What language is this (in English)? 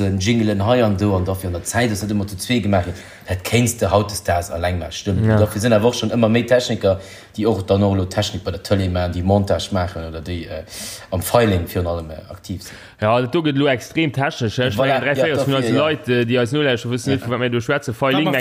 Luxembourgish